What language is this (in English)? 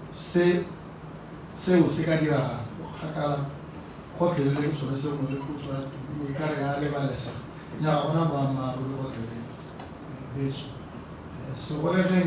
Tswana